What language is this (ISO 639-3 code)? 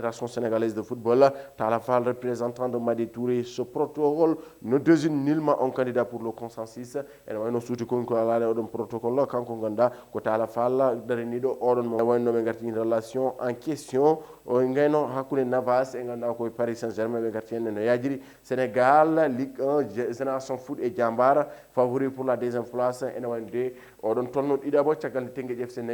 ful